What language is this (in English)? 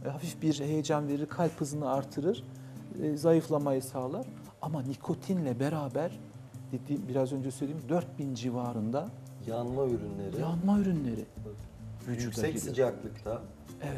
Turkish